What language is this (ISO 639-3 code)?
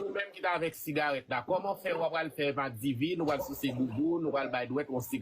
hat